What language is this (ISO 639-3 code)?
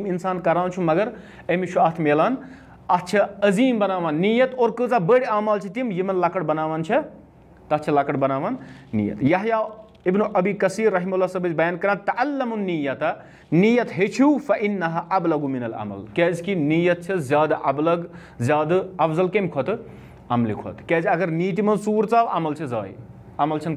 kas